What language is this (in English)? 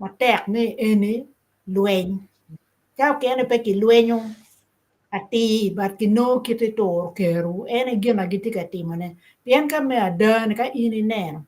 Acoli